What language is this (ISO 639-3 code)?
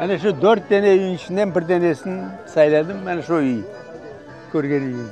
crh